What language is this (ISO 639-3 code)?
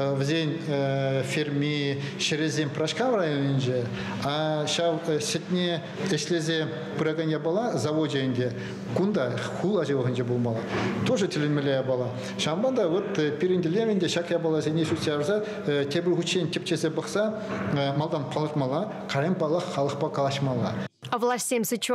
chv